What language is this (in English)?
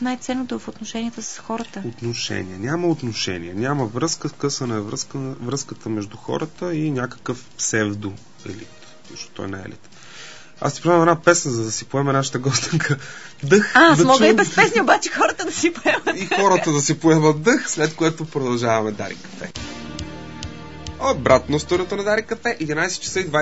Bulgarian